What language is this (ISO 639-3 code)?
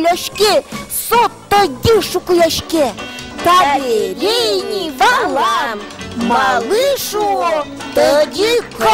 udm